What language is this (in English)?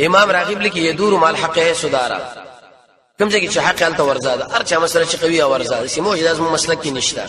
Pashto